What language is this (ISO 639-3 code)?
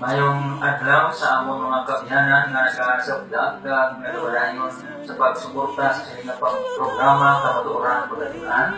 hil